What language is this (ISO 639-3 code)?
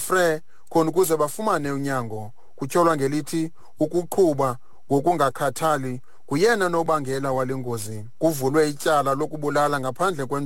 xho